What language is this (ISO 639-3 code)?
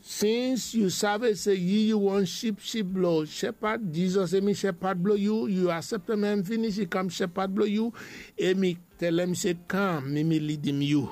bis